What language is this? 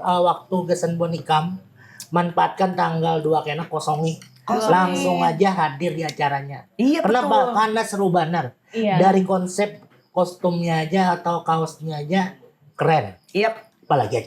Banjar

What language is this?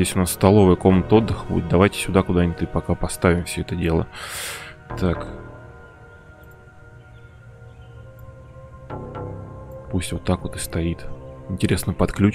Russian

